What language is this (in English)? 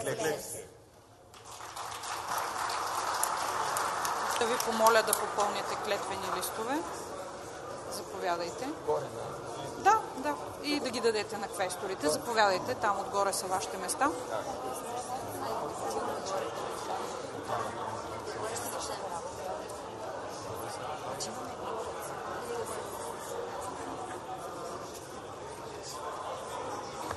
Bulgarian